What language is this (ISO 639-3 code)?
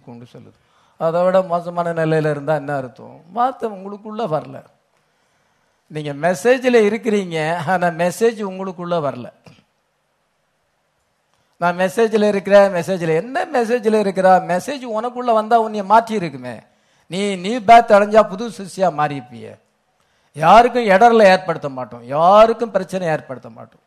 tam